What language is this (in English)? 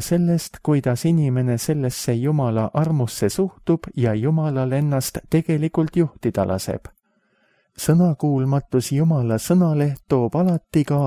Estonian